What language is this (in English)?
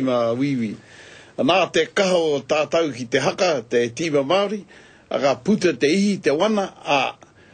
Māori